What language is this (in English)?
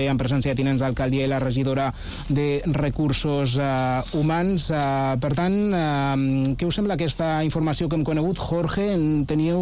Catalan